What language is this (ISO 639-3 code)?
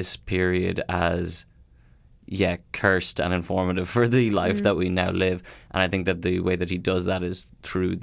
eng